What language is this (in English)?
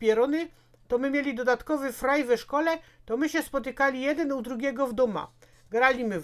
Silesian